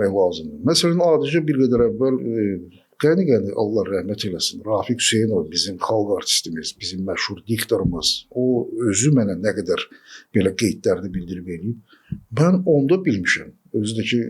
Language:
Azerbaijani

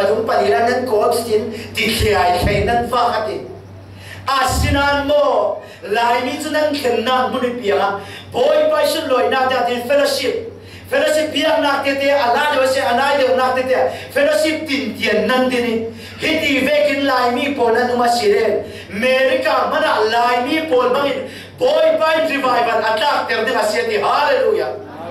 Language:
Falam Chin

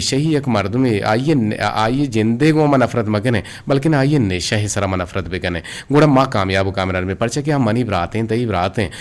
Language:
Eastern Balochi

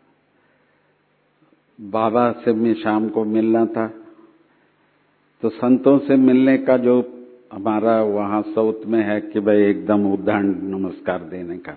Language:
Hindi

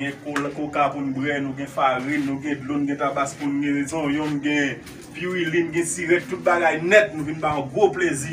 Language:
Haitian Creole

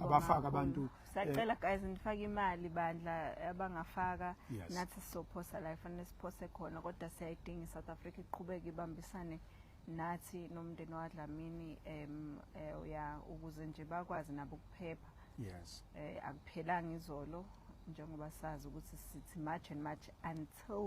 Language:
Zulu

